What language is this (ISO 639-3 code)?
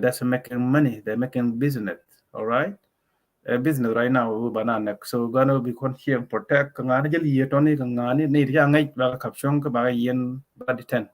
nus